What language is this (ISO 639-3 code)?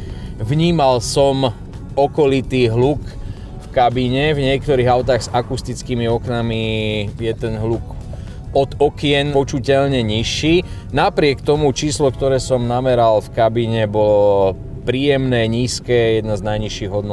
slk